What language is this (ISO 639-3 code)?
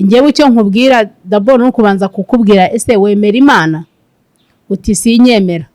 kin